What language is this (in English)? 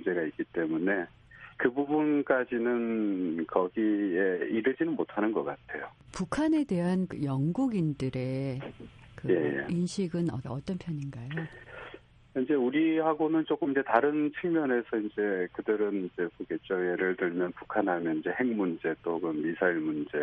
Korean